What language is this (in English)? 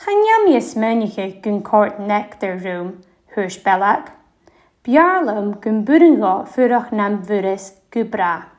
Scottish Gaelic